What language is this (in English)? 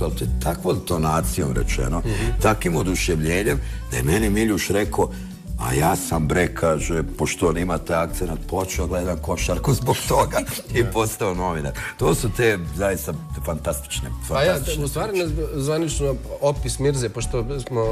Bosnian